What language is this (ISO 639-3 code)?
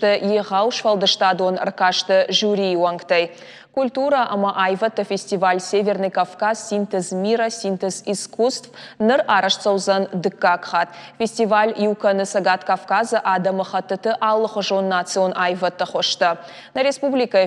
oss